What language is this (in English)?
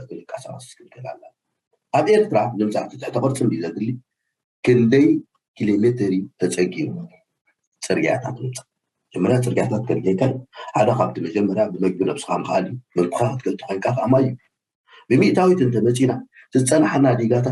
Tigrinya